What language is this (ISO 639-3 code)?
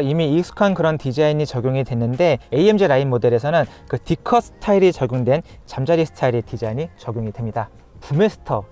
kor